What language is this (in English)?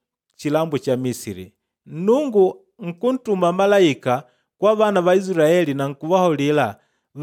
Makonde